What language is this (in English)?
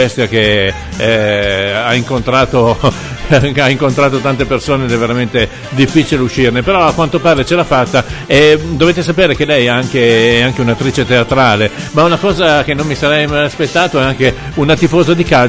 Italian